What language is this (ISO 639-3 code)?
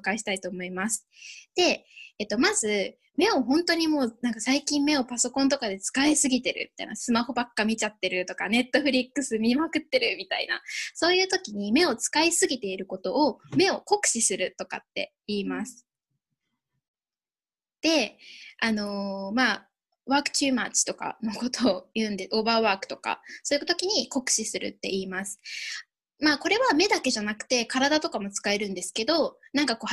jpn